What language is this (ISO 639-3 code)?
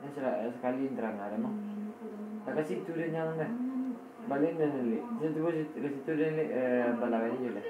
min